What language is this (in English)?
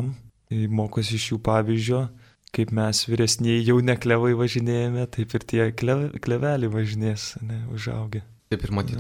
Lithuanian